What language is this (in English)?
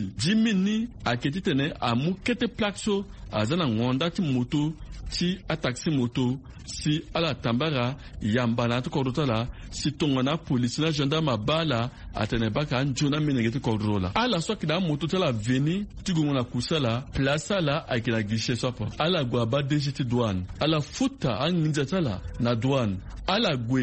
Sango